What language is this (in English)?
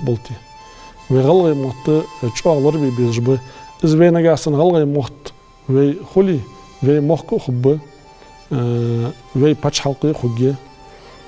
Ingush